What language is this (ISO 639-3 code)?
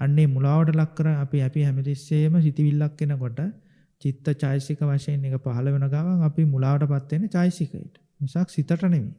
sin